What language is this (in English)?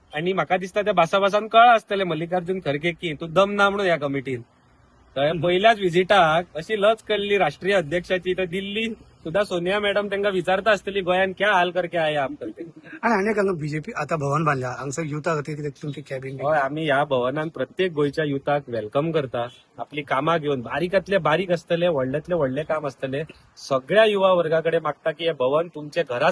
Konkani